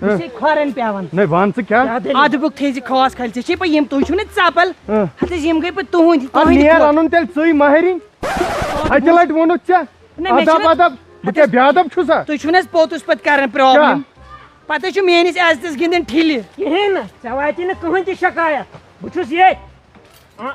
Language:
Kashmiri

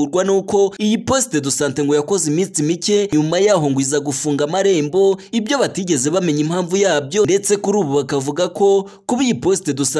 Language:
Kinyarwanda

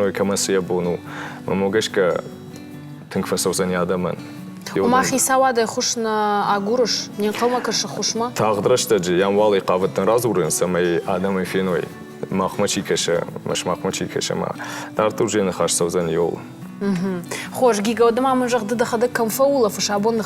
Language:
Ossetic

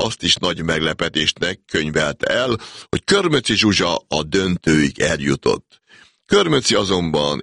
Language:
Hungarian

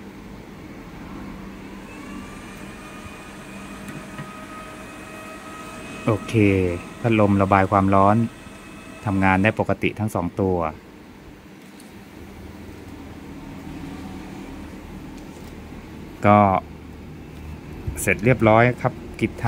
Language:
Thai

